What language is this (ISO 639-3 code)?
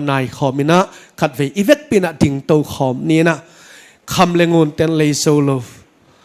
ctd